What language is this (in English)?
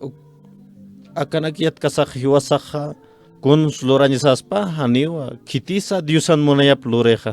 Aymara